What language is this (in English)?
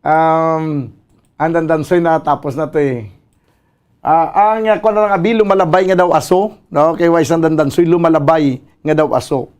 Hiligaynon